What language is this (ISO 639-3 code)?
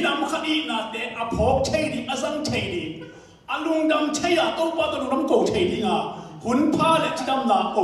ctd